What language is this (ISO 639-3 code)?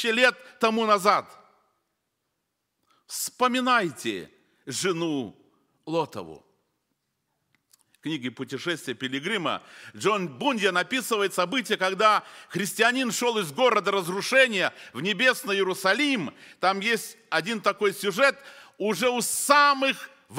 rus